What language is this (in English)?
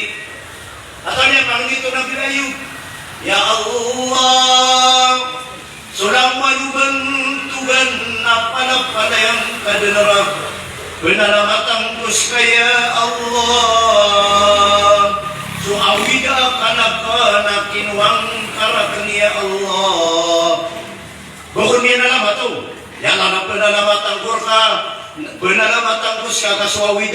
Maranao